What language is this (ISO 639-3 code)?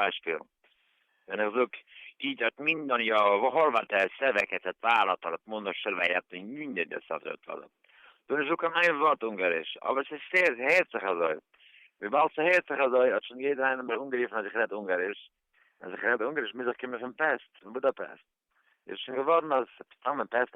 yid